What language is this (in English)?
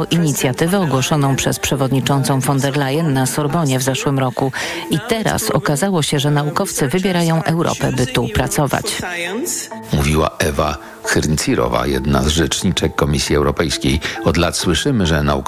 Polish